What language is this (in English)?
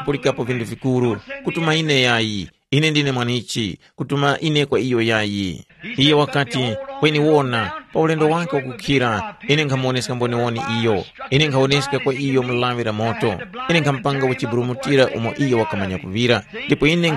Tumbuka